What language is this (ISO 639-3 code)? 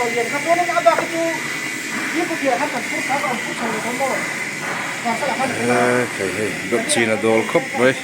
lus